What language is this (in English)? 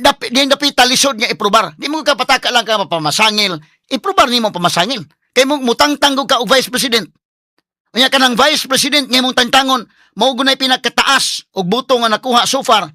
Cebuano